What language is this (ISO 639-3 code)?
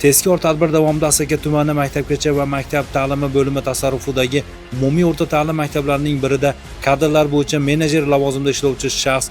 uzb